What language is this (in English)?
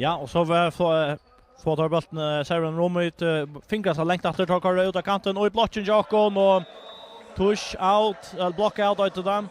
Faroese